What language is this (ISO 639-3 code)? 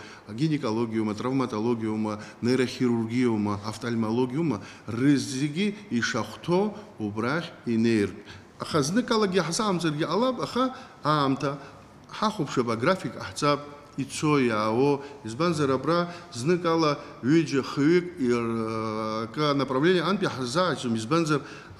abk